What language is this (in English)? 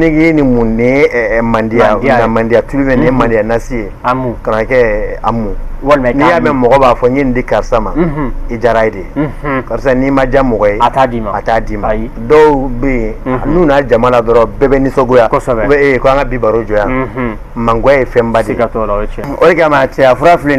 Bambara